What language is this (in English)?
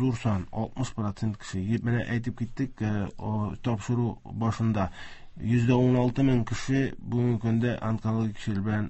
Tatar